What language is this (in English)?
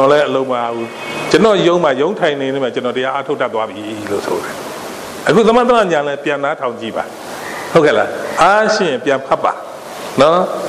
Burmese